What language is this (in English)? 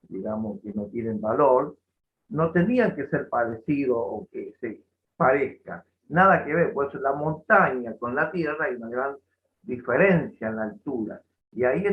Guarani